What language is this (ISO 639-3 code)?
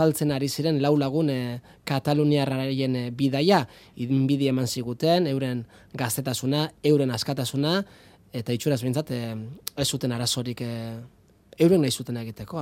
eus